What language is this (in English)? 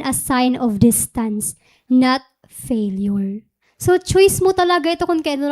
Waray